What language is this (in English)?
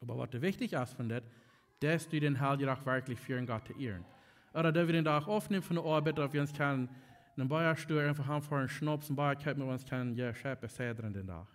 Plautdietsch